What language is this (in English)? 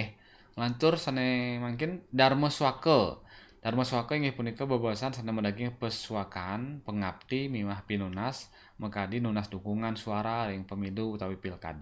Balinese